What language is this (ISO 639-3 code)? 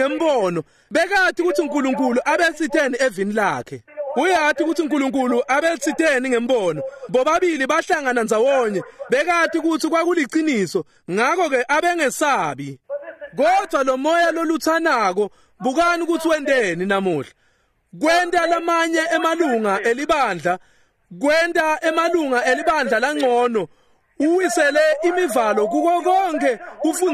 ssw